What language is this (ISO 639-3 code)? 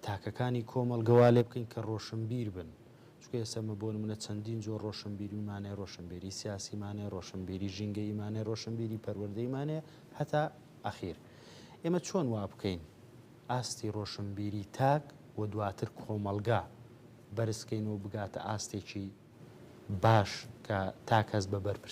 ckb